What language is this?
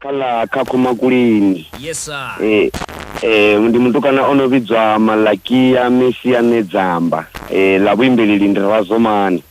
Venda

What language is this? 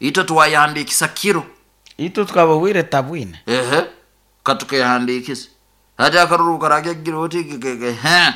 Nyoro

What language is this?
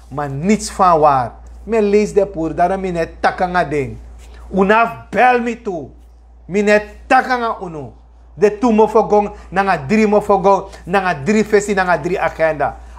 Sranan Tongo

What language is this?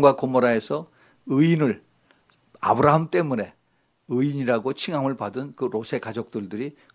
Korean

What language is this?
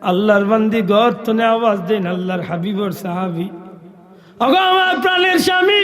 Sylheti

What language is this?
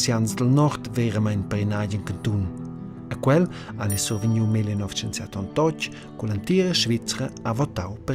Romansh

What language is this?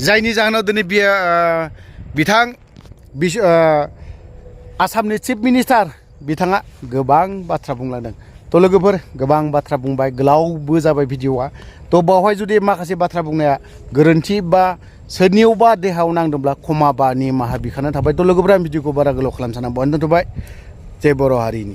Bodo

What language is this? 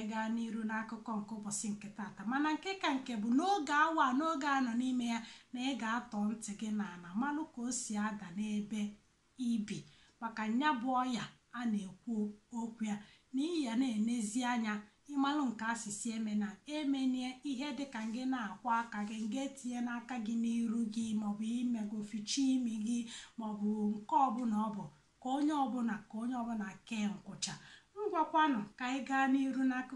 Igbo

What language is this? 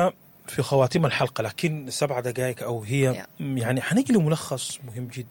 Sudanese Arabic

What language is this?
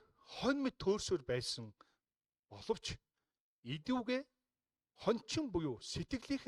Mongolian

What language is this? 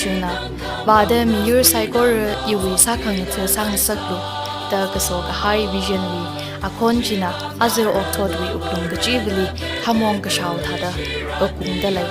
Tangkhul Naga (India)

